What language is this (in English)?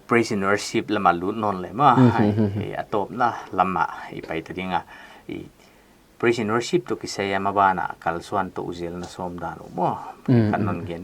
Paite Chin